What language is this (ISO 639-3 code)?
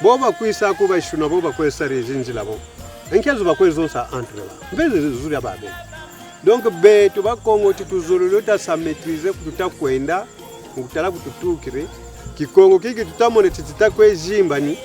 kon